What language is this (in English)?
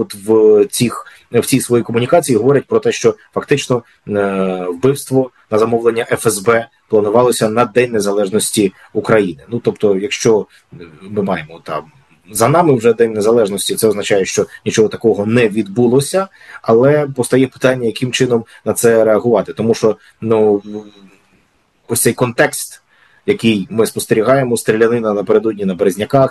Ukrainian